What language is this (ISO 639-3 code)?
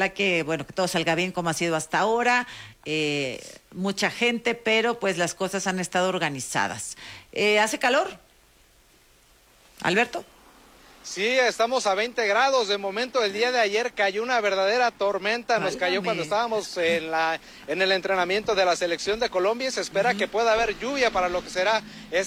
spa